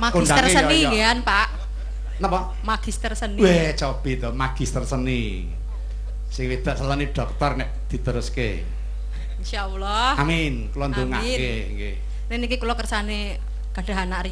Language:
Javanese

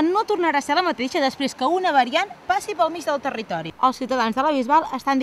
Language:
Catalan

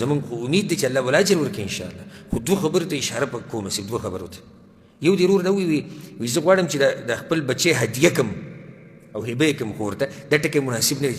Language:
Pashto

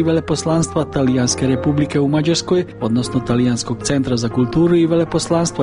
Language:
Croatian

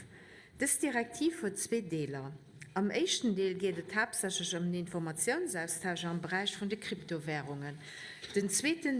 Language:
Luxembourgish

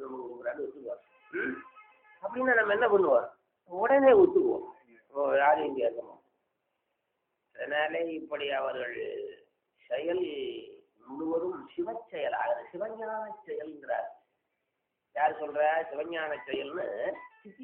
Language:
Tamil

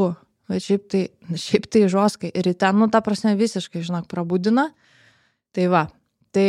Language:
Lithuanian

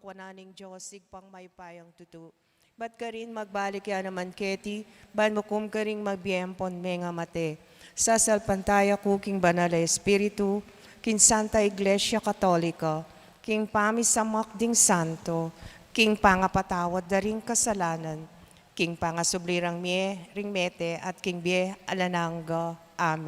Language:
Pampanga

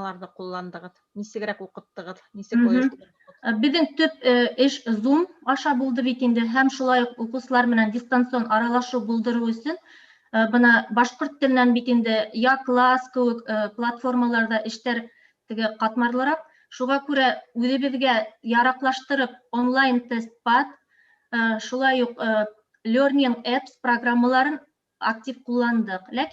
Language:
Bashkir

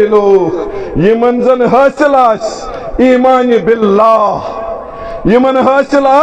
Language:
Kashmiri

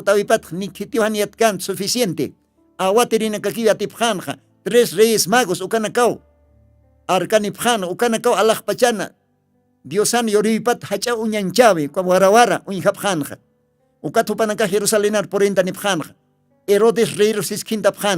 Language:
Aymara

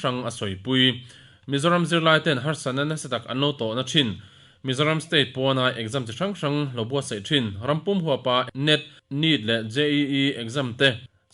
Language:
Mizo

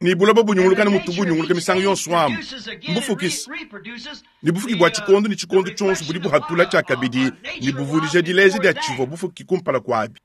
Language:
Luba-Lulua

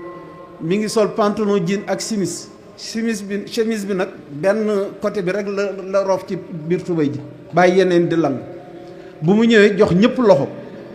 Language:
Wolof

